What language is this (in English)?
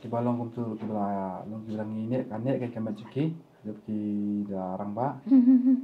Khasi